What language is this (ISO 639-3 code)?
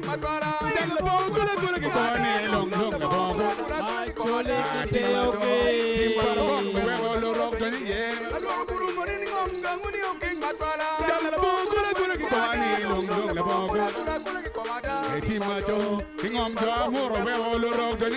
ach